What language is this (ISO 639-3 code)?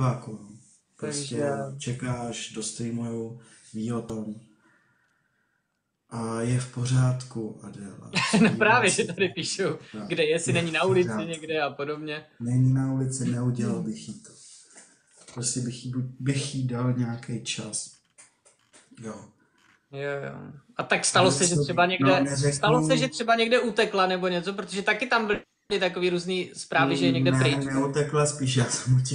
ces